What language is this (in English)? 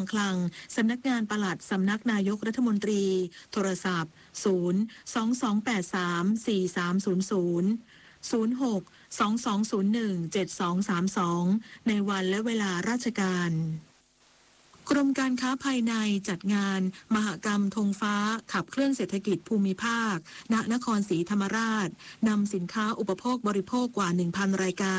Thai